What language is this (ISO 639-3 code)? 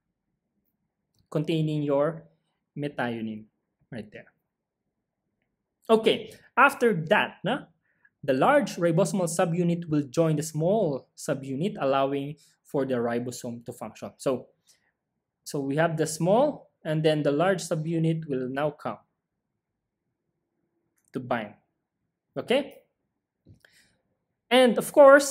eng